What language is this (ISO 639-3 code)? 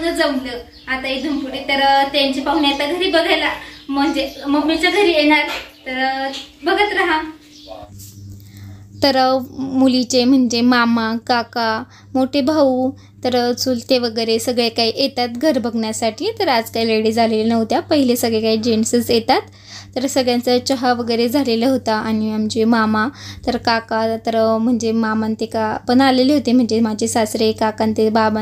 mar